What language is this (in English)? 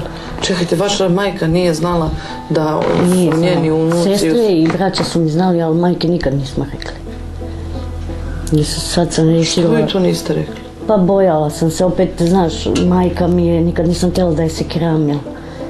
Serbian